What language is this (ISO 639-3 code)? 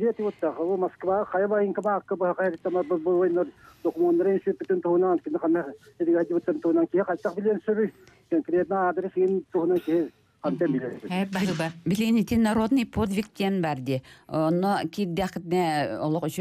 sah